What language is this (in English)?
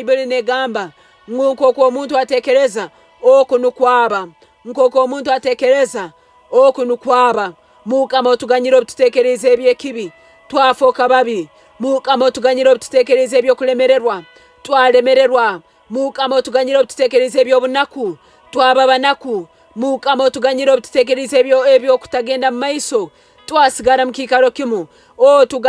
Nyankole